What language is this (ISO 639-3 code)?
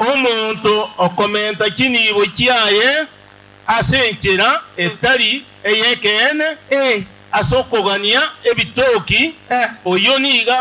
guz